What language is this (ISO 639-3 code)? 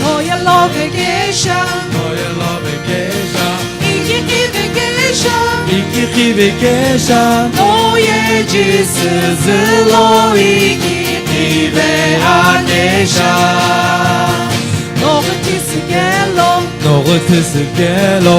nsm